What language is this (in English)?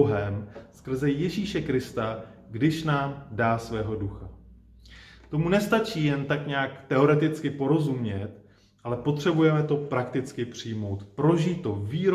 Czech